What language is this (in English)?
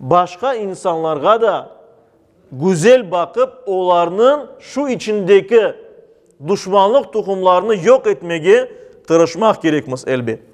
Crimean Tatar